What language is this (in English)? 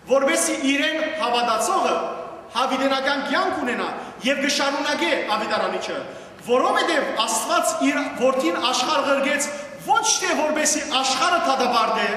Western Armenian